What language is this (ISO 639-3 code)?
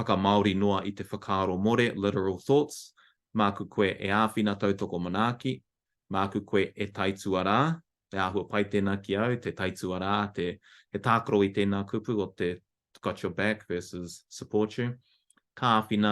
mri